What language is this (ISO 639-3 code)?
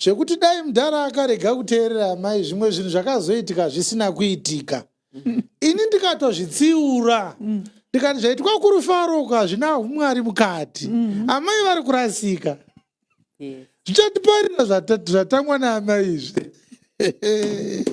sna